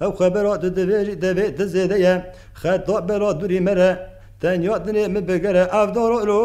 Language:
Kurdish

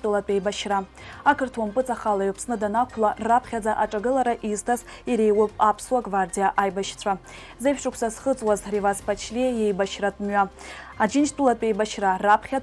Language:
Abkhazian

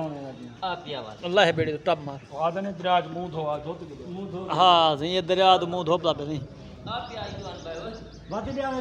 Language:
Saraiki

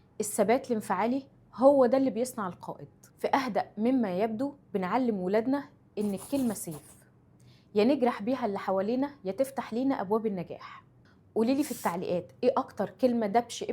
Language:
Egyptian Arabic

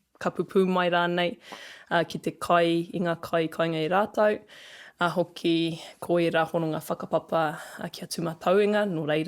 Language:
Māori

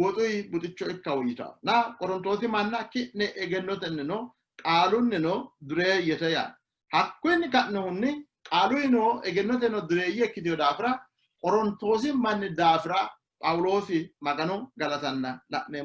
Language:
Sidamo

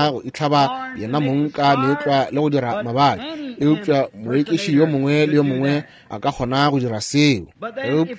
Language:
Northern Sotho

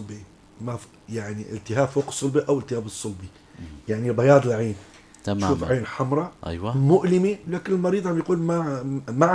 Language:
North Levantine Arabic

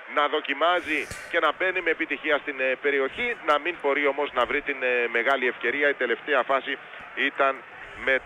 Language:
Greek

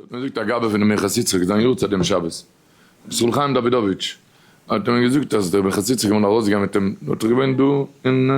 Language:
Yiddish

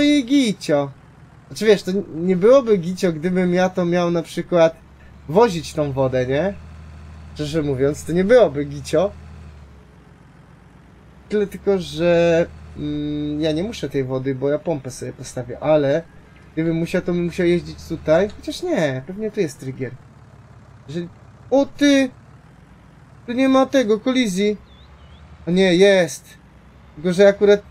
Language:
Polish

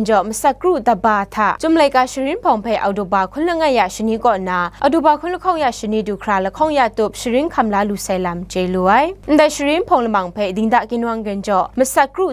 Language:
Kachin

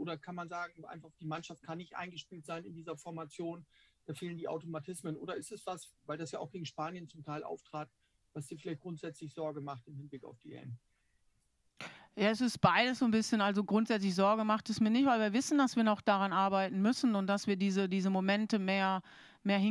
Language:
German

